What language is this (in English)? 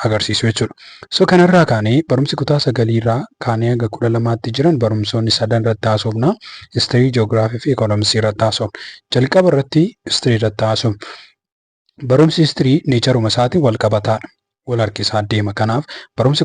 Oromo